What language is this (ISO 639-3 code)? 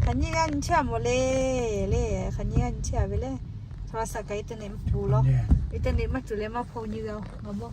lhu